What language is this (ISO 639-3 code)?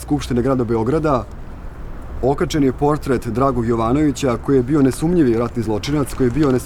srp